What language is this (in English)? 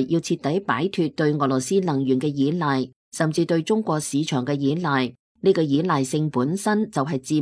Cantonese